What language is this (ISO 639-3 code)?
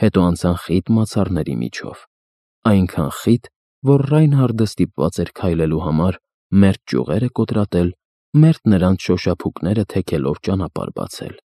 hye